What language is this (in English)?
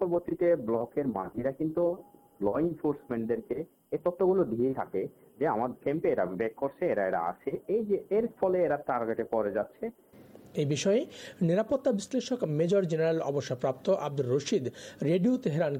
Bangla